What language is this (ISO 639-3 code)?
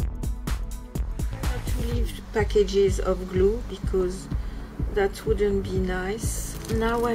eng